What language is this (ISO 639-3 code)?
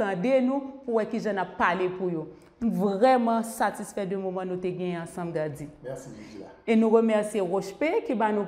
hat